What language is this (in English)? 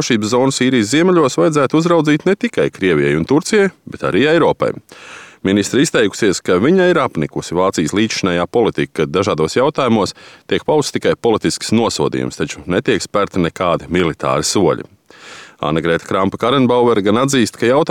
Latvian